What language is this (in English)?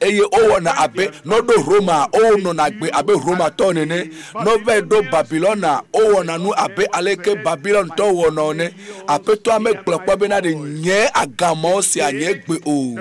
Ewe